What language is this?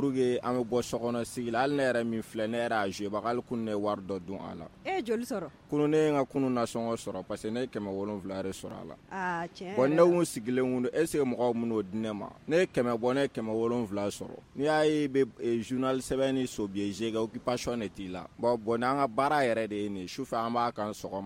Bambara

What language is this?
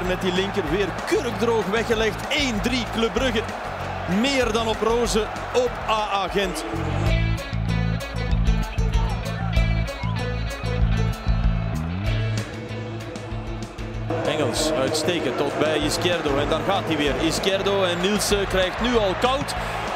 Dutch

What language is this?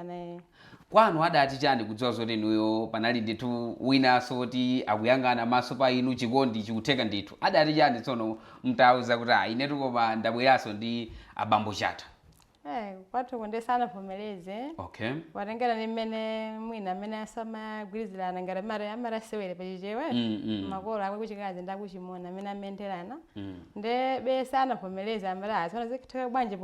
Nyanja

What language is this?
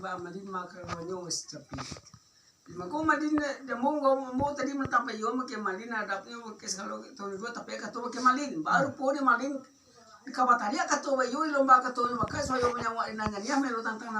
Minangkabau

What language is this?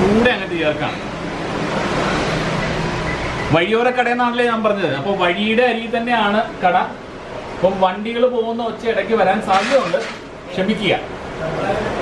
Malayalam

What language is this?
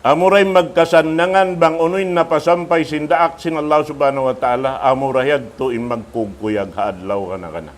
Tausug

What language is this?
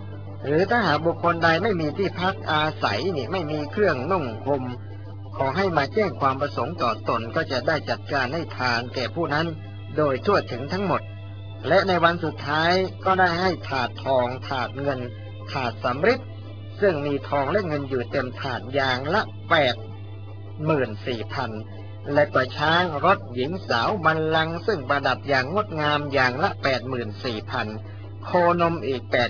Thai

